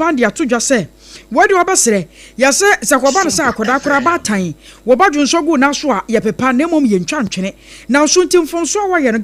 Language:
Akan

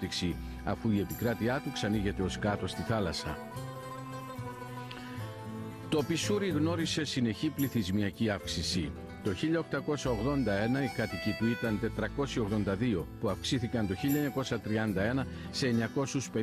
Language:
Greek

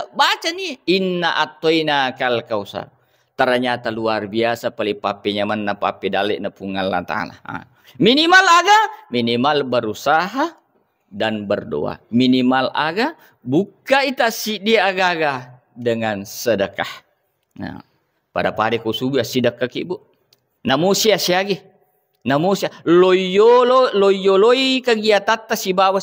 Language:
Buginese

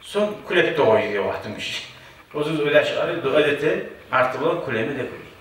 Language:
Kumyk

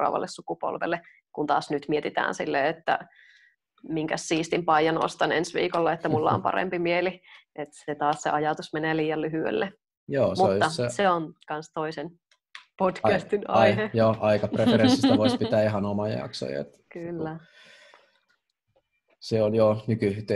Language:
Finnish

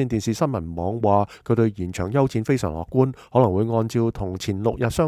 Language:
Cantonese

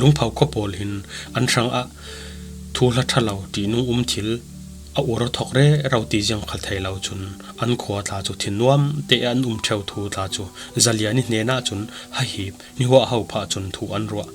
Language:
Falam Chin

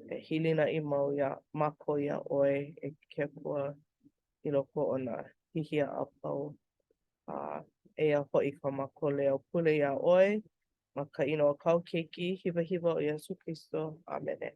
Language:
Hawaiian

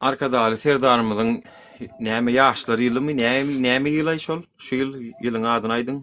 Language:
Turkmen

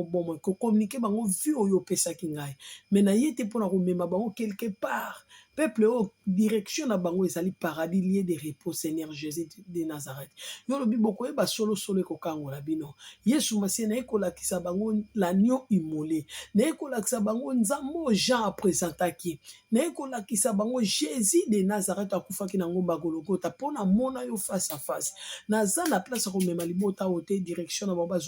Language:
Lingala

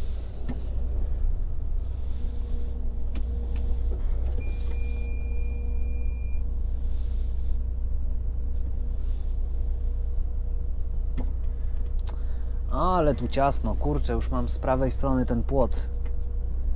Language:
Polish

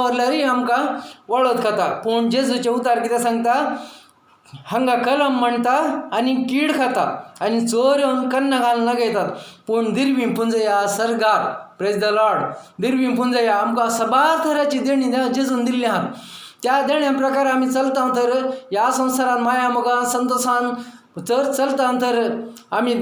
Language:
Konkani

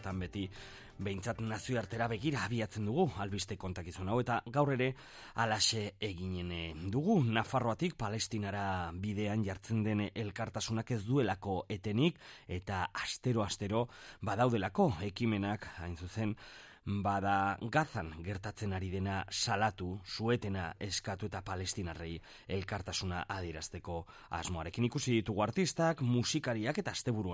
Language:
Basque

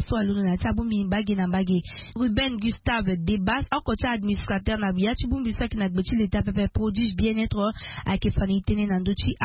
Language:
Sango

